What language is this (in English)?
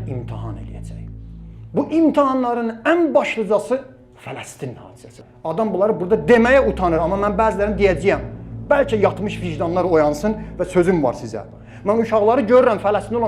Azerbaijani